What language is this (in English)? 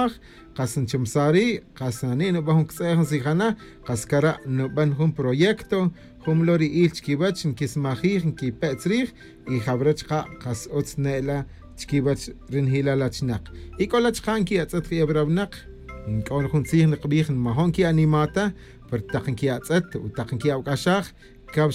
Tz'utujil